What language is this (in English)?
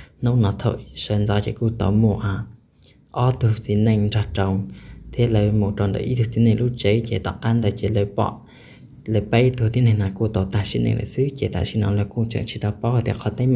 Hmong